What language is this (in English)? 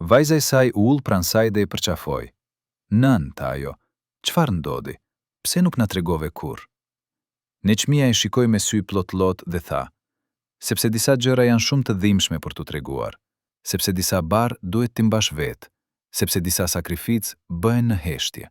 Albanian